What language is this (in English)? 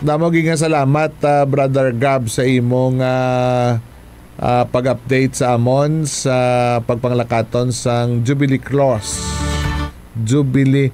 Hiligaynon